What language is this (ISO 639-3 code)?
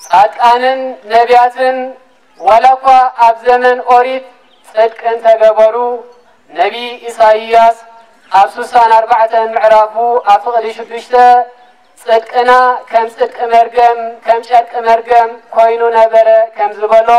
tir